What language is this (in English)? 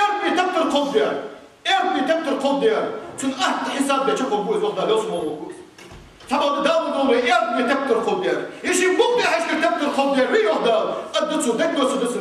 Ingush